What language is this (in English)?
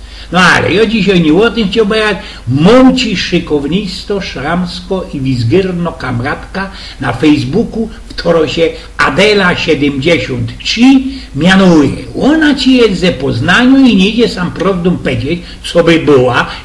Silesian